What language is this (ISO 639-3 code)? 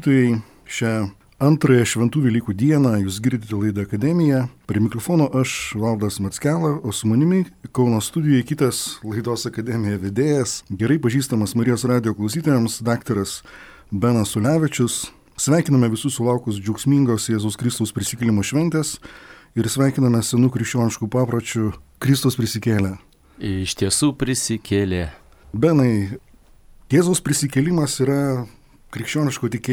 lit